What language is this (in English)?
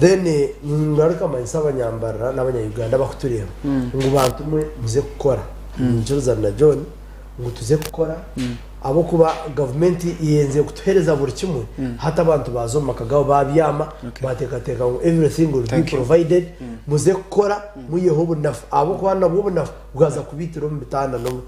Nyankole